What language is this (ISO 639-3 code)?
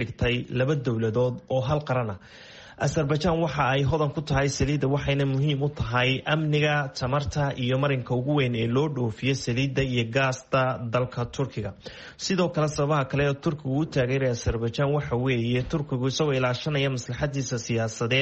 som